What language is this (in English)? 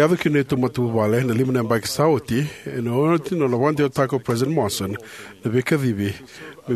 Fijian